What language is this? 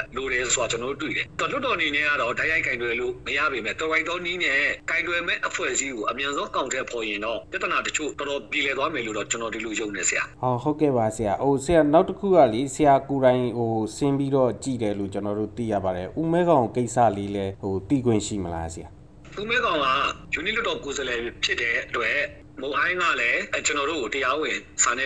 Burmese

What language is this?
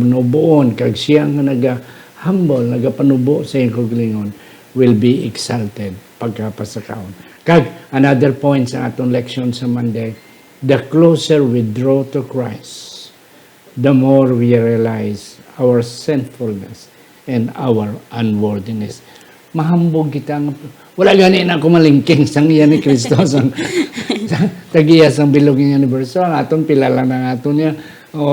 Hiligaynon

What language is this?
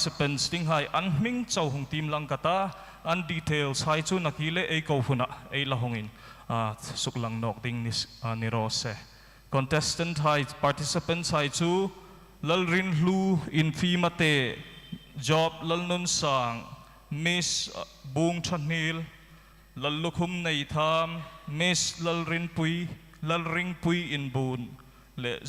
Hmar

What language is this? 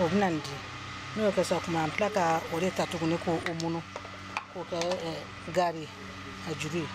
Bambara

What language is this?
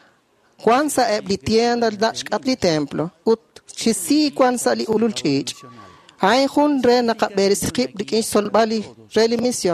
Kekchí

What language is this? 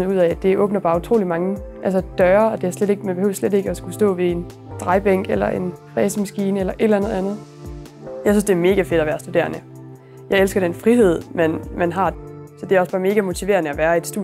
Danish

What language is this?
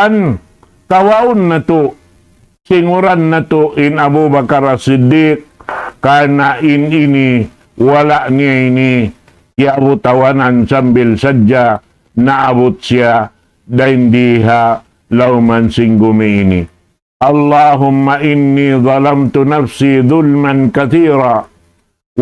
Tausug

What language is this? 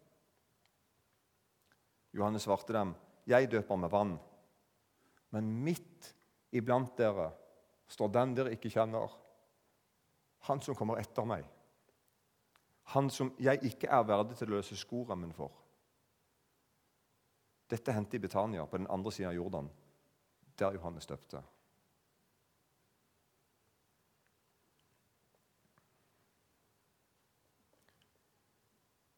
Norwegian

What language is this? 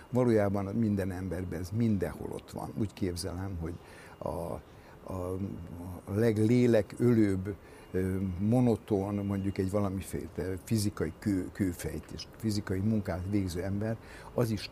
Hungarian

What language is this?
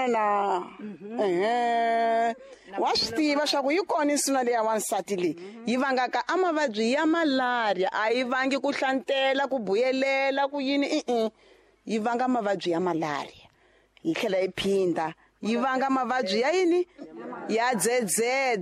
Tsonga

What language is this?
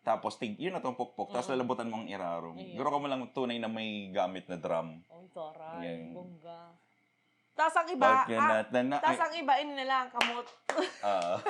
Bikol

